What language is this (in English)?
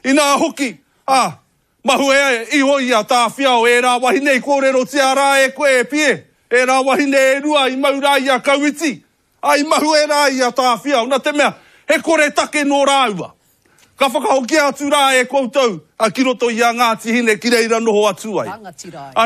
Māori